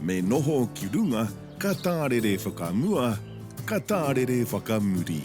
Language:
Māori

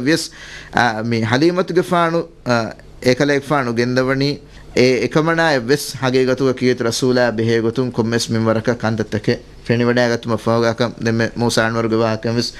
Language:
Divehi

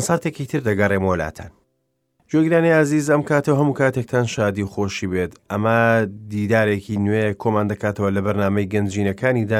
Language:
Central Kurdish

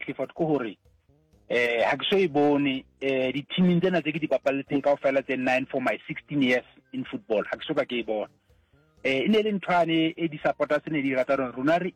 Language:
Northern Sotho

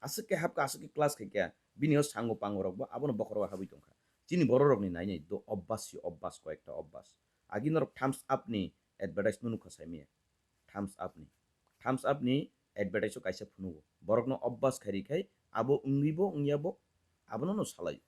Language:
Kok Borok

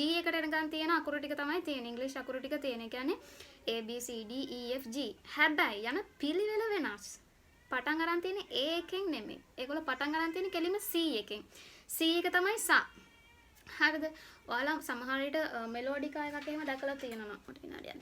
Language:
Sinhala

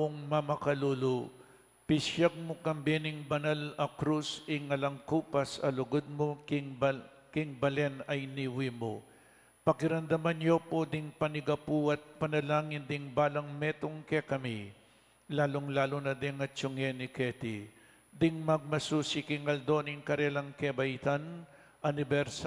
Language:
Pampanga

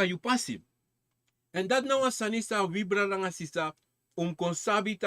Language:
Sranan Tongo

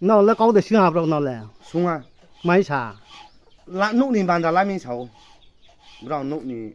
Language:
Riang (India)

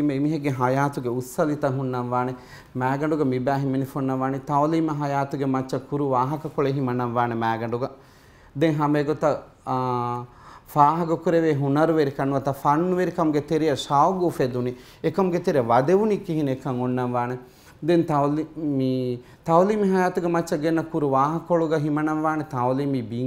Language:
Divehi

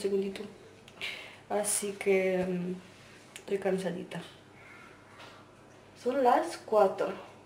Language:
Spanish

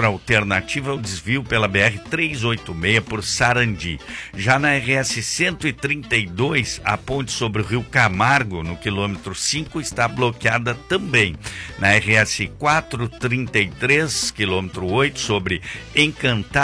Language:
Portuguese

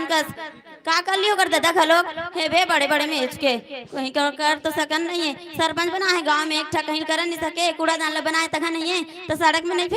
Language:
Chhattisgarhi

